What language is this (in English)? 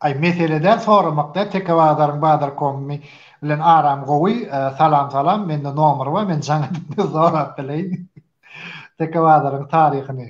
Turkmen